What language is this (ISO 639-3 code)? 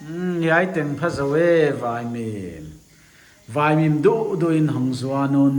pck